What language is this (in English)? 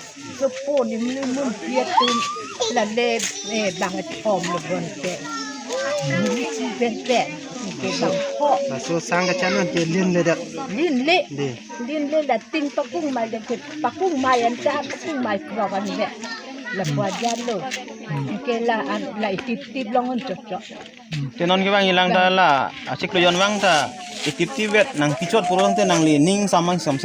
Karbi